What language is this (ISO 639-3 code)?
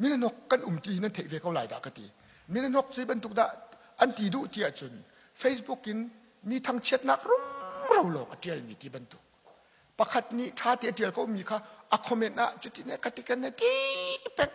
cnh